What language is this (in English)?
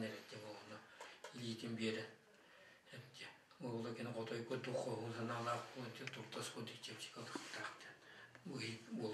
Yakut